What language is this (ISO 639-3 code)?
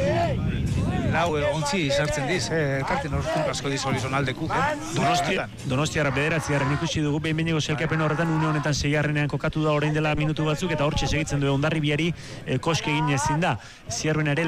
eus